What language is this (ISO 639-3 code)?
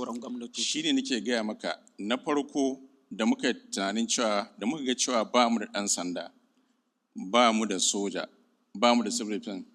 hau